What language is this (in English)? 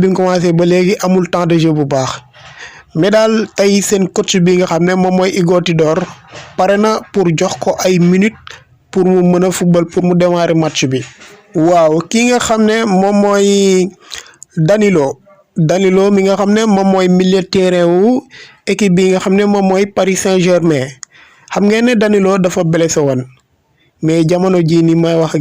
Wolof